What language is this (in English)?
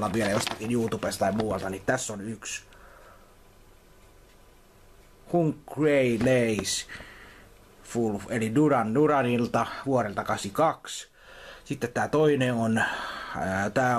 Finnish